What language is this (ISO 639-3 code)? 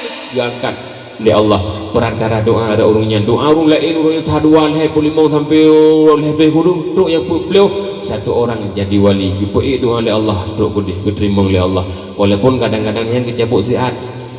ace